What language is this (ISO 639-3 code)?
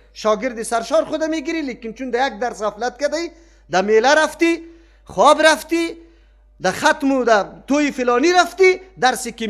fas